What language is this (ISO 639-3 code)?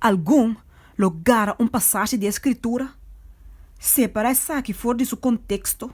pap